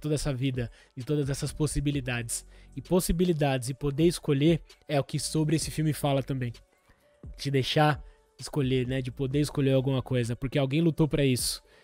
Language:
Portuguese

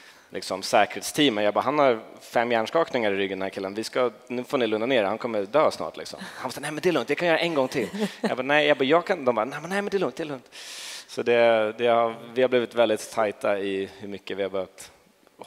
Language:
Swedish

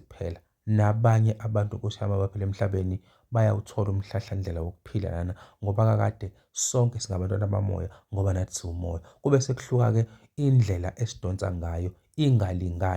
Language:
Zulu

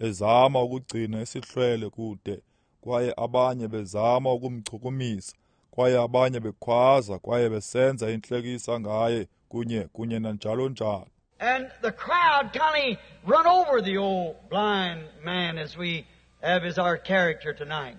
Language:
Xhosa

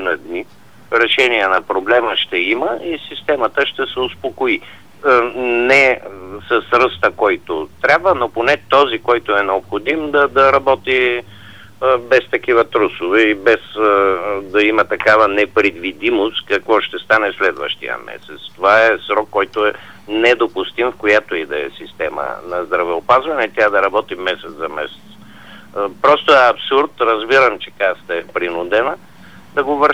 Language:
Bulgarian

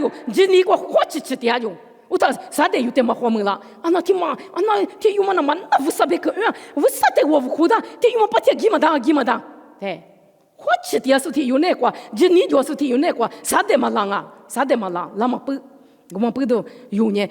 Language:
Lisu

